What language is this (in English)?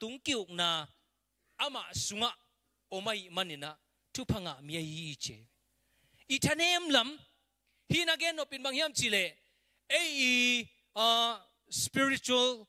Tedim Chin